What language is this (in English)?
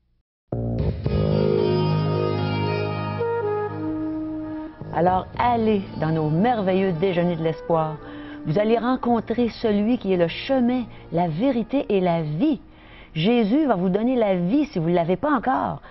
French